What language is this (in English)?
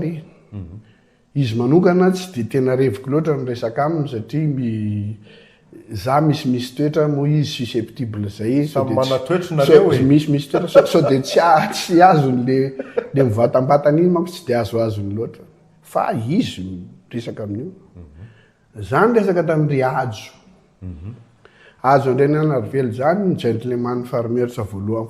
Malagasy